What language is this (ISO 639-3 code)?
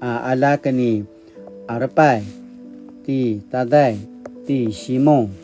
pwn